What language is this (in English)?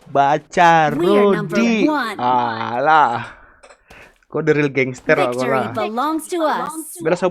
Minangkabau